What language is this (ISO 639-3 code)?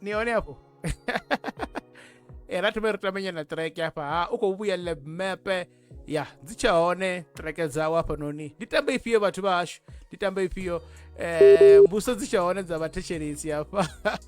ven